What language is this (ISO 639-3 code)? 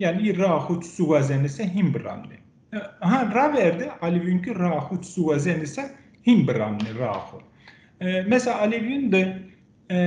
zza